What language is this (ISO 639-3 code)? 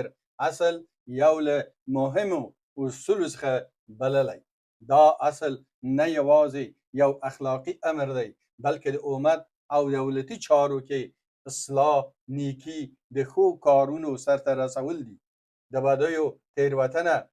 pus